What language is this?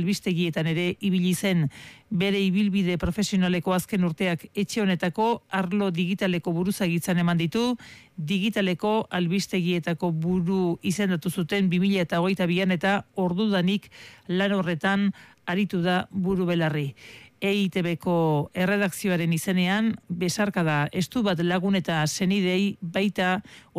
Basque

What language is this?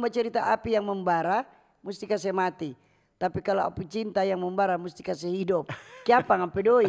Manado Malay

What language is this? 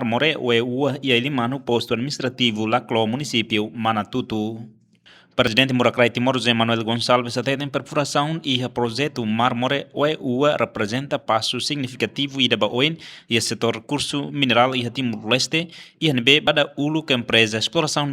Tetum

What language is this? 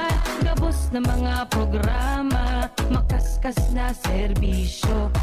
Bikol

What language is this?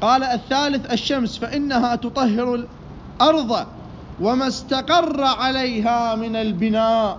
Mesopotamian Arabic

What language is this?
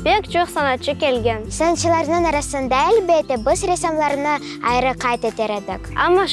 Crimean Tatar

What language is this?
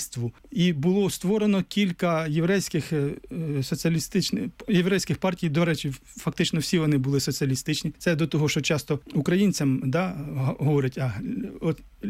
Ukrainian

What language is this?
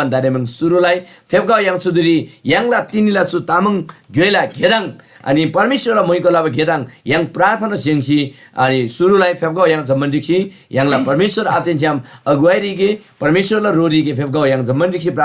Eastern Tamang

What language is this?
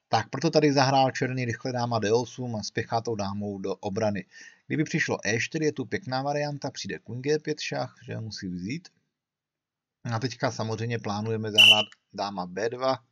Czech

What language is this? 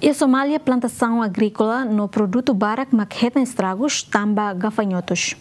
Tetum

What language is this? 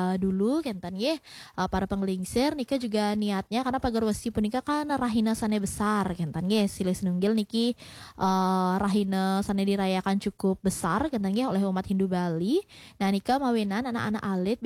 Balinese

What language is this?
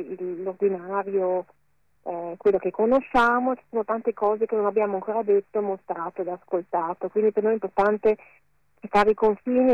Italian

